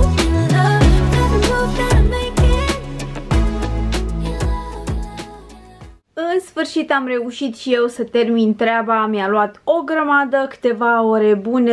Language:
Romanian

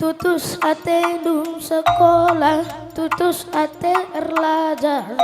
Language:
Batak Karo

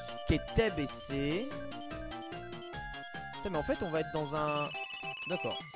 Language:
French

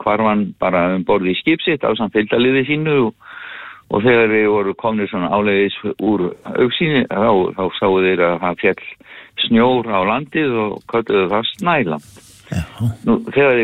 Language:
Icelandic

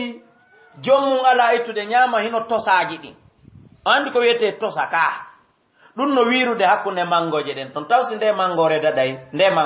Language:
Fula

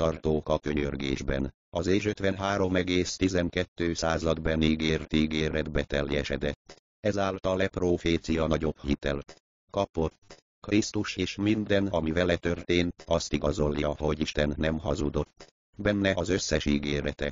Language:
Hungarian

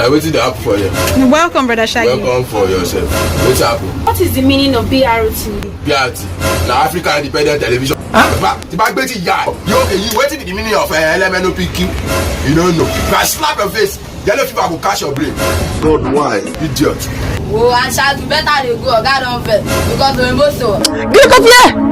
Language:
Nigerian Pidgin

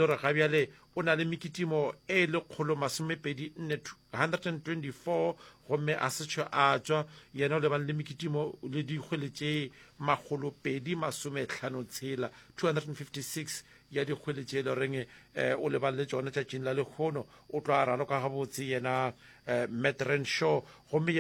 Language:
Northern Sotho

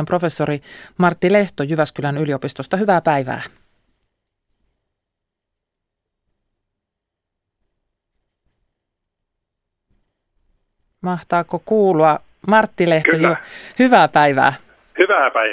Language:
Finnish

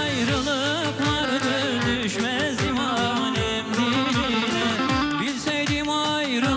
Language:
Turkish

